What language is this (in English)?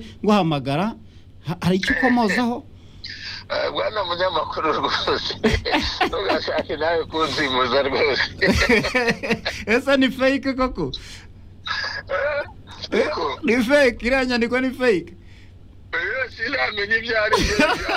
Kinyarwanda